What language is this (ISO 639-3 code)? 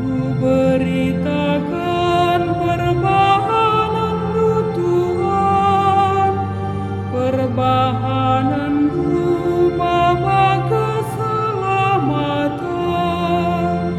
btx